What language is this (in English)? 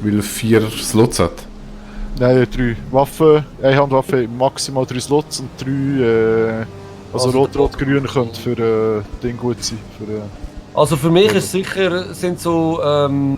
Swiss German